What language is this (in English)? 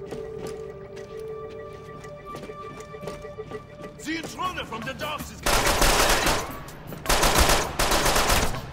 English